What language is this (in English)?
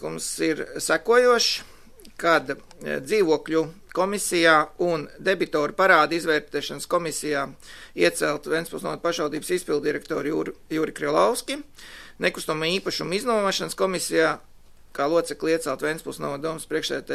Latvian